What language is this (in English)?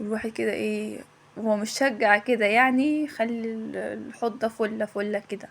Egyptian Arabic